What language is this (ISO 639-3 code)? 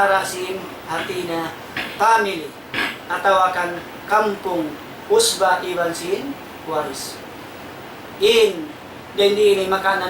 tsg